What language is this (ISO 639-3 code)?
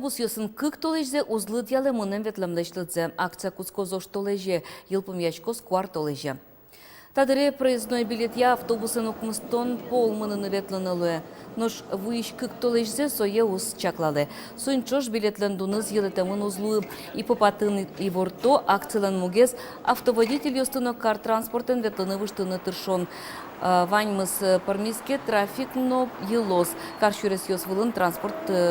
udm